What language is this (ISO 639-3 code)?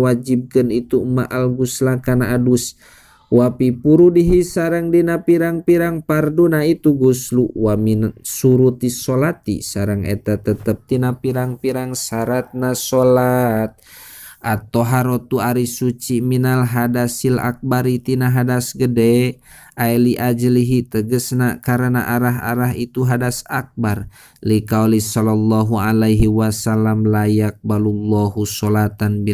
sun